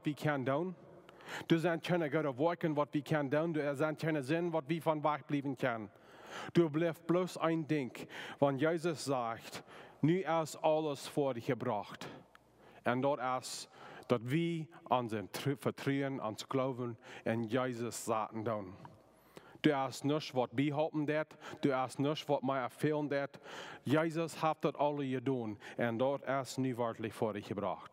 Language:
Plautdietsch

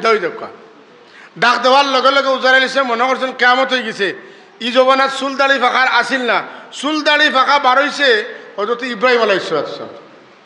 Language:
Sylheti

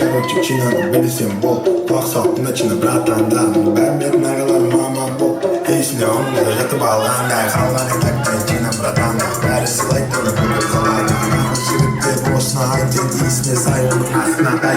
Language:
Kara-Kalpak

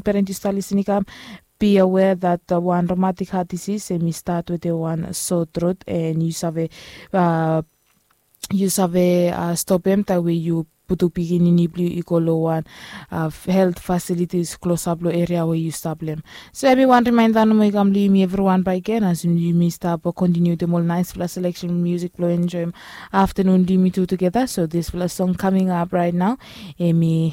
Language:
Bislama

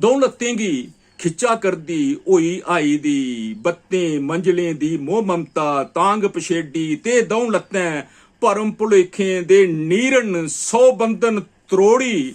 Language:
Dogri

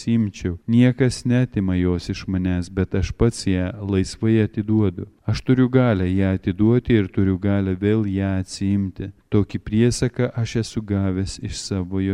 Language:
Lithuanian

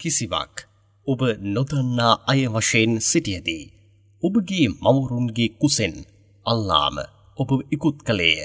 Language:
Sinhala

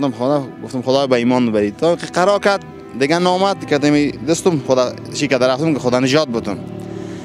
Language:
Persian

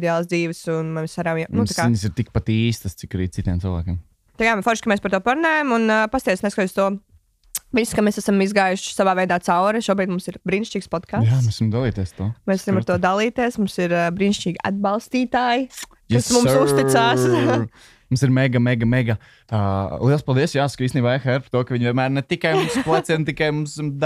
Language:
Latvian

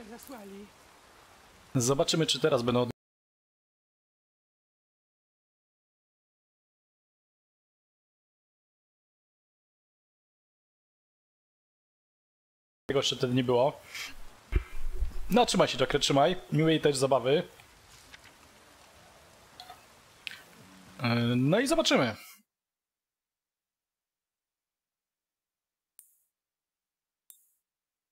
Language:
Polish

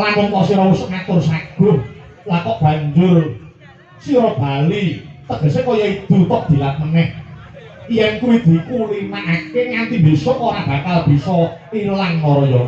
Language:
Javanese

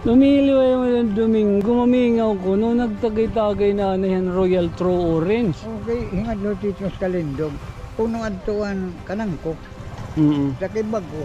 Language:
Waray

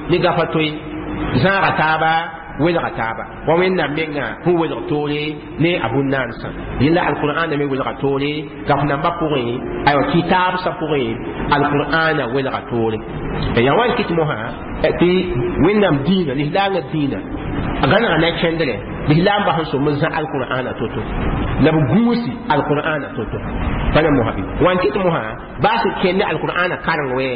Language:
Mossi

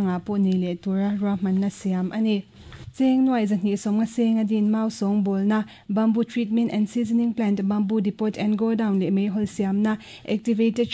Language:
Mizo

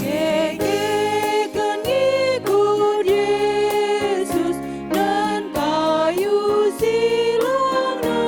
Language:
Batak Karo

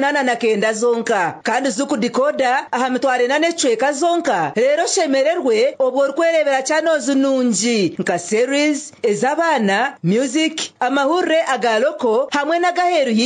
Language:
Nyankole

